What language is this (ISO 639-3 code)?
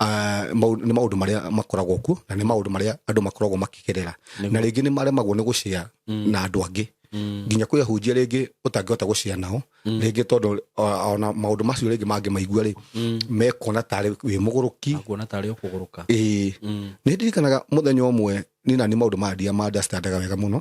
kik